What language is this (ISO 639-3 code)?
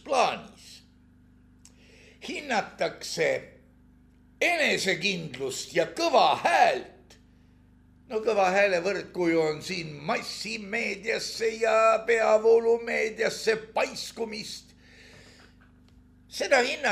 est